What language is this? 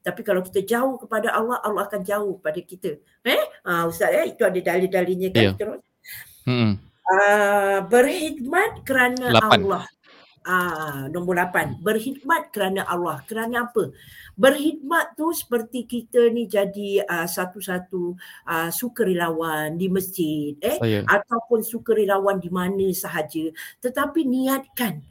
Malay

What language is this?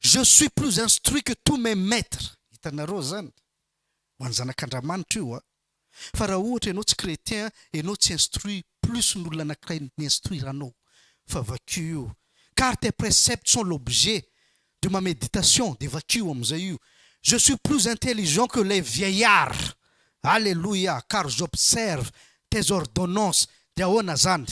Malagasy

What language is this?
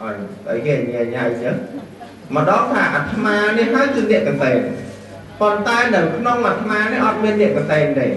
Khmer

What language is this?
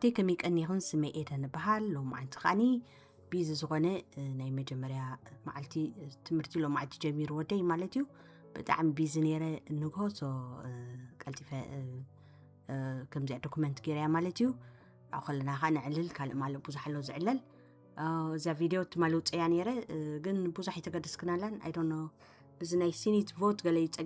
Tigrinya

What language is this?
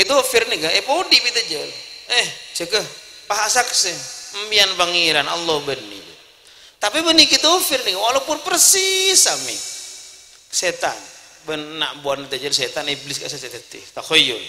Madurese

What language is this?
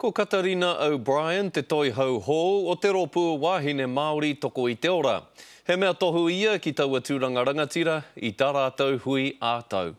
Māori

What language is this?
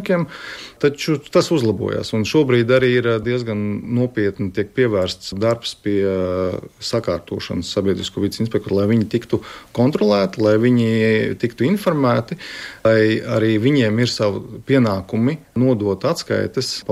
Latvian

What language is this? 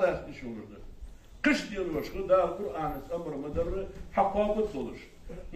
Ingush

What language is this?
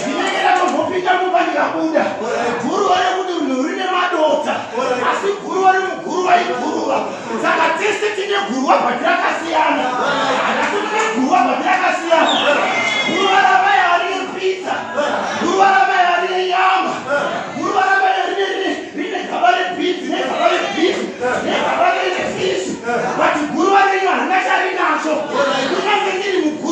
Shona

